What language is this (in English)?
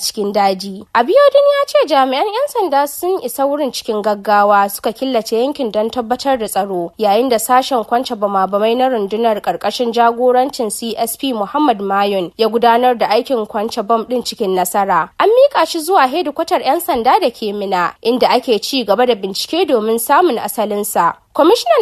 Hausa